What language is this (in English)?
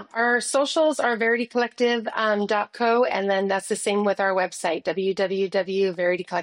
English